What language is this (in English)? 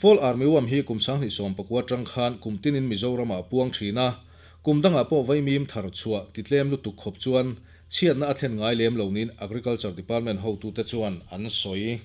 Mizo